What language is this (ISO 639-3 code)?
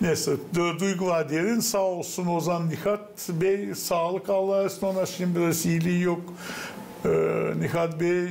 gag